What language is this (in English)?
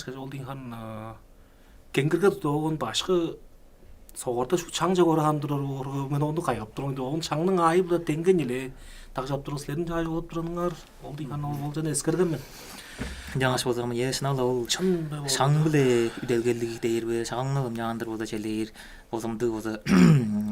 Tuvinian